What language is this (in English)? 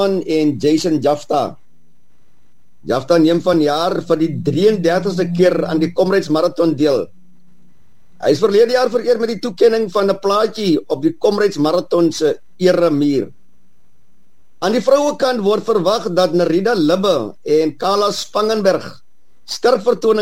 Afrikaans